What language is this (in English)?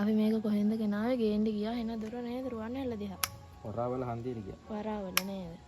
Sinhala